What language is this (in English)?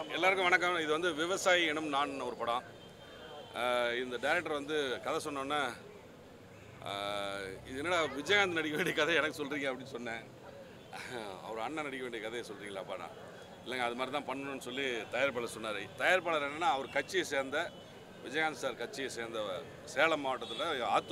Tamil